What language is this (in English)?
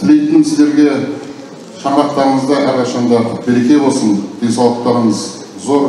Kazakh